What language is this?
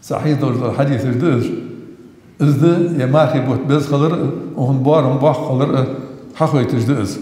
Ingush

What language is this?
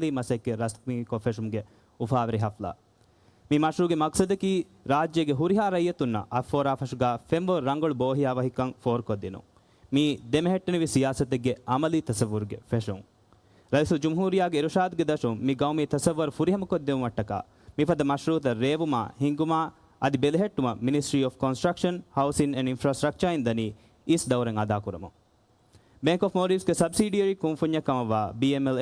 Divehi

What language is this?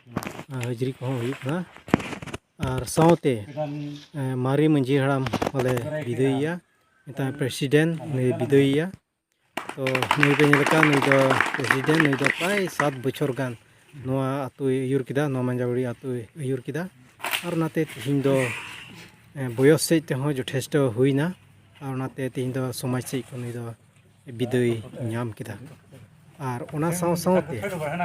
Santali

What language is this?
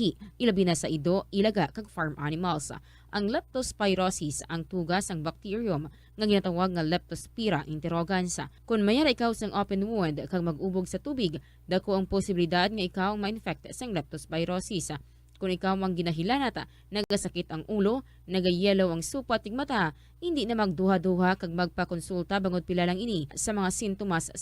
Hiligaynon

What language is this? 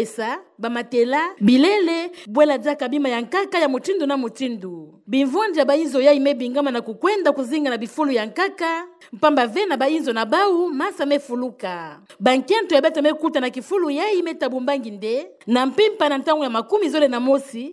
Kituba (Democratic Republic of Congo)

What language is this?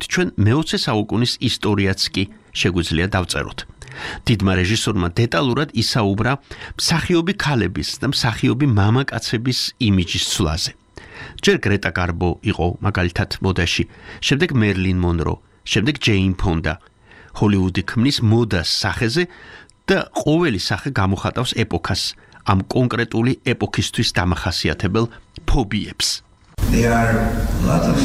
Georgian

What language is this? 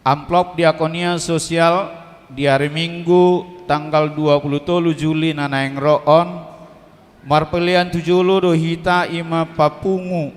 Batak Toba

